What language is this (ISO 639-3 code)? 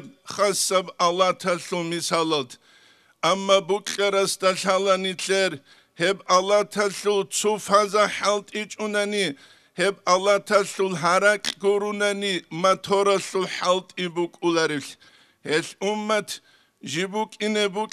ava